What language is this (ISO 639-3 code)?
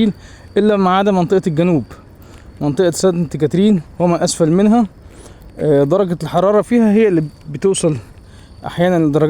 arz